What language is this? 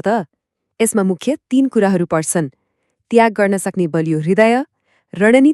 Nepali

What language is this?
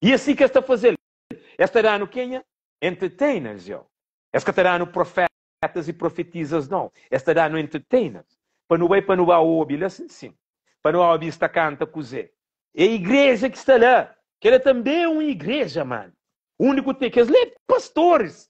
Kabuverdianu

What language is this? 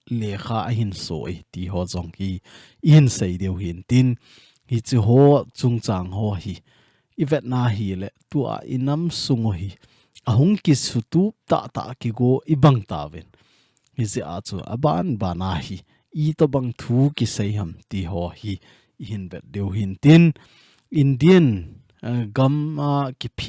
Thado Chin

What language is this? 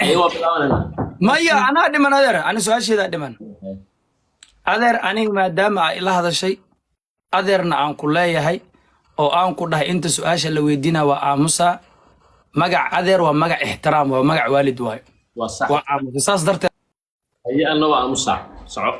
Somali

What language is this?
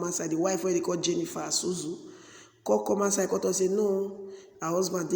Nigerian Pidgin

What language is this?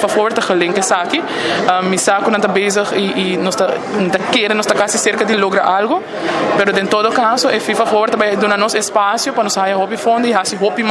Papiamento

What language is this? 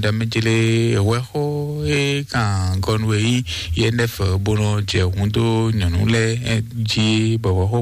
Fon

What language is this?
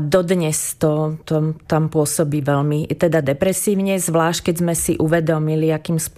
Slovak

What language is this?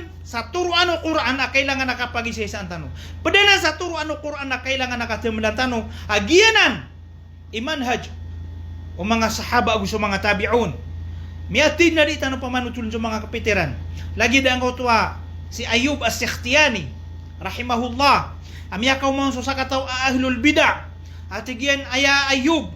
Maranao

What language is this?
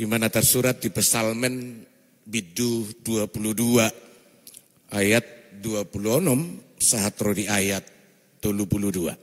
Batak Toba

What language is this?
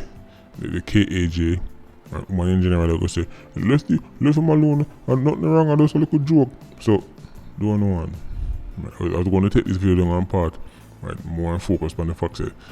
Jamaican Creole English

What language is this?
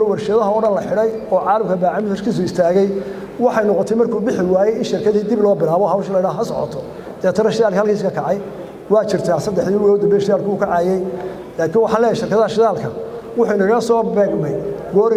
Somali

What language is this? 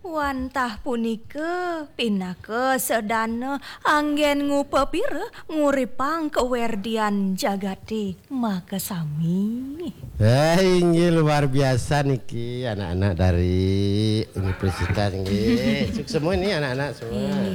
Balinese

